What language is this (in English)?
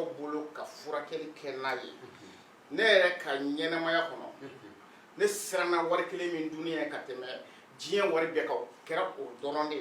Bambara